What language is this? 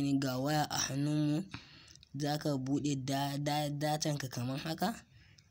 Hausa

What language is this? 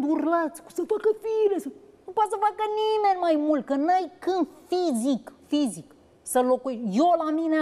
Romanian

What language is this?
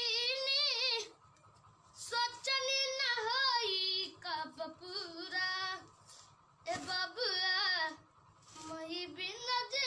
Bhojpuri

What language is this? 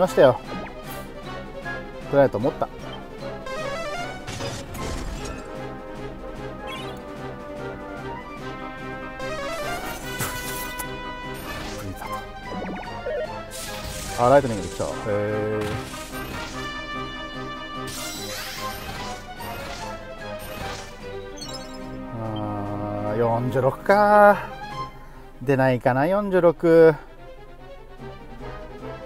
Japanese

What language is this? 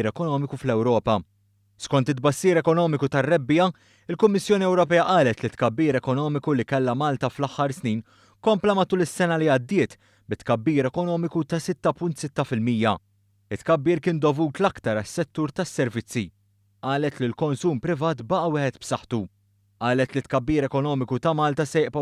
Maltese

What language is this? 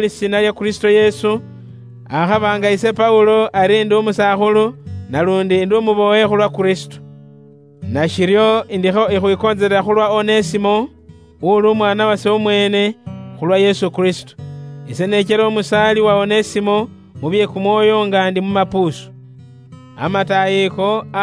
Luyia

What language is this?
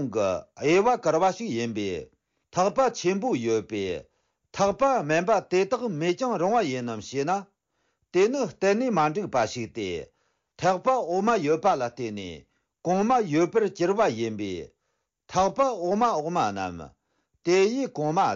Tibetan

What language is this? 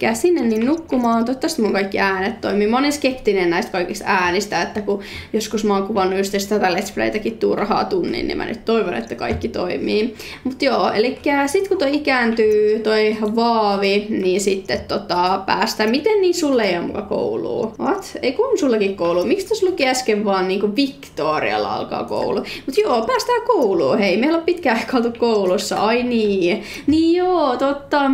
Finnish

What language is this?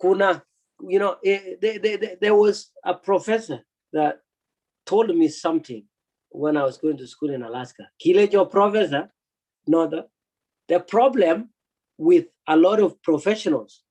Kalenjin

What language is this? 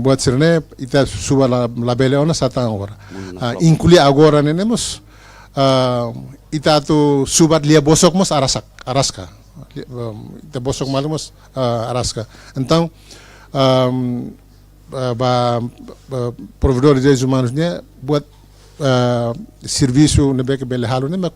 Tetum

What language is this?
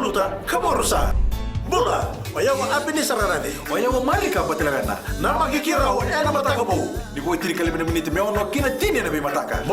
Fijian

